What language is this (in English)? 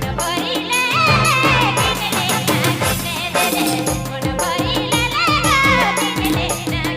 Sadri